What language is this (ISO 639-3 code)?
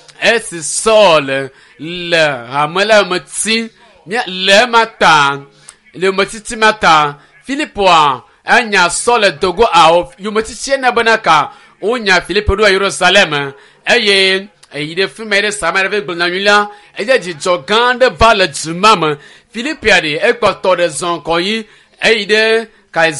ewe